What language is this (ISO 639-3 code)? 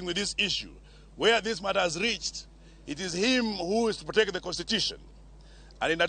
luo